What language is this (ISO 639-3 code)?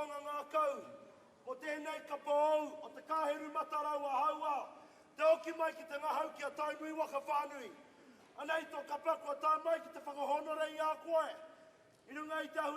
mri